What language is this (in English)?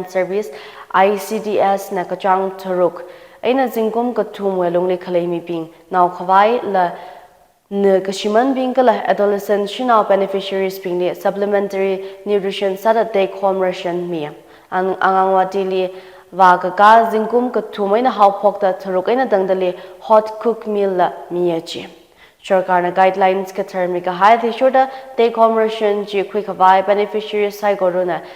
Tangkhul Naga (India)